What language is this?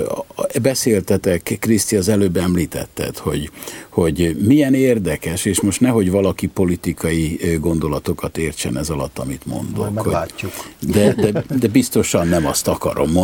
Hungarian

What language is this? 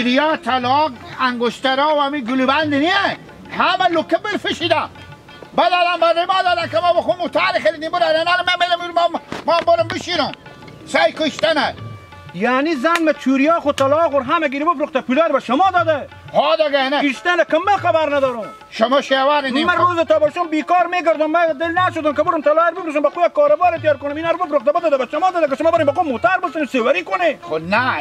Hazaragi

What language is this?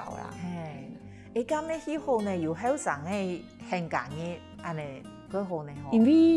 Hakka Chinese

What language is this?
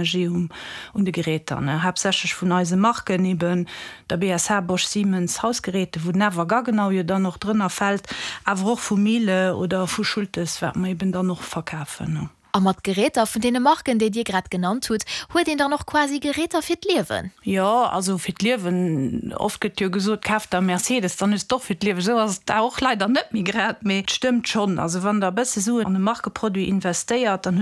Luxembourgish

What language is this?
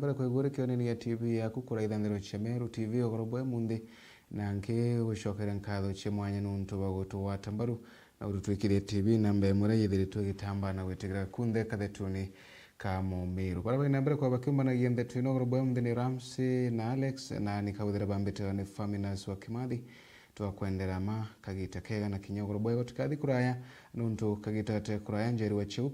Meru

